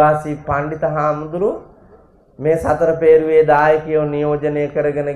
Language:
Sinhala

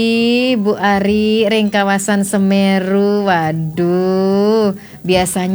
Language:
Balinese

